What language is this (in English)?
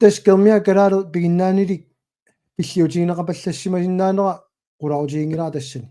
Kalaallisut